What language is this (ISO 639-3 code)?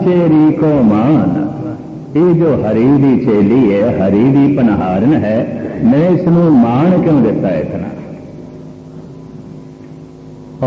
pan